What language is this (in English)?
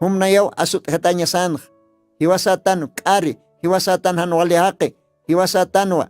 Aymara